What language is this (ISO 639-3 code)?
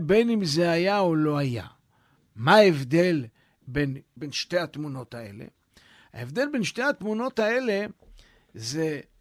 heb